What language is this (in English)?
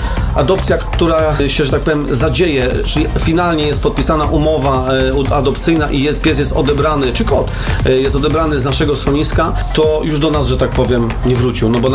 Polish